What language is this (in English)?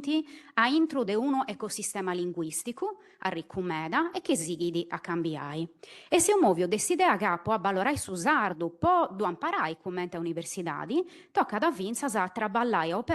Sardinian